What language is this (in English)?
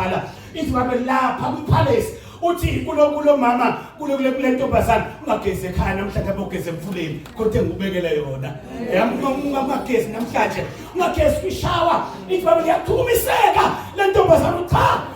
Zulu